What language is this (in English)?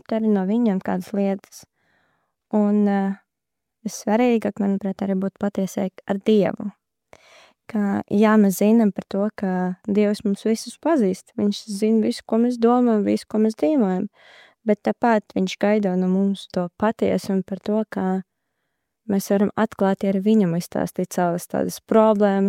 Latvian